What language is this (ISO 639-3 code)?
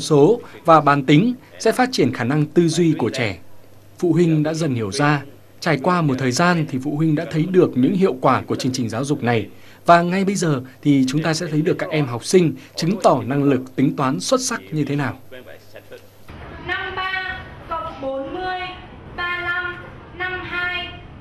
vie